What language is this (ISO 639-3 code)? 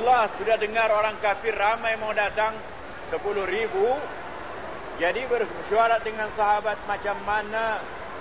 msa